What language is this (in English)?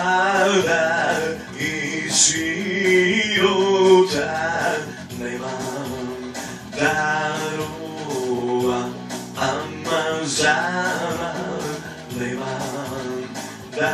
Serbian